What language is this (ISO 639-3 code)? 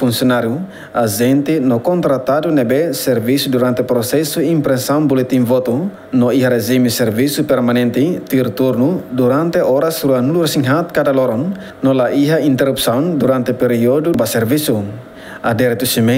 tet